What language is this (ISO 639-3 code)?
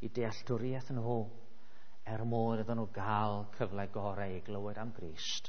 cym